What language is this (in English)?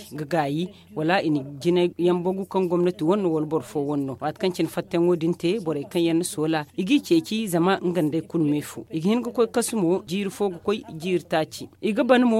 Zarma